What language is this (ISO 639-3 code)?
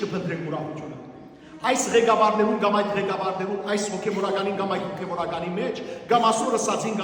hyw